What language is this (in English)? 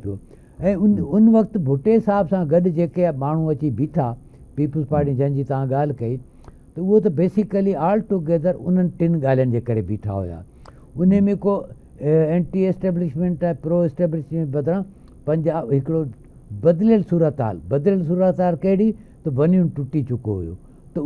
Sindhi